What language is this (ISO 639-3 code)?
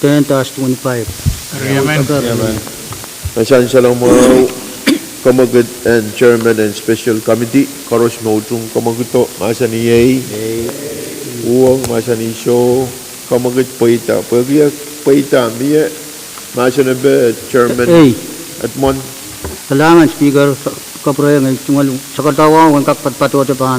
pon